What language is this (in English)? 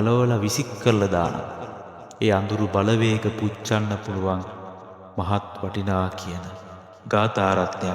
Sinhala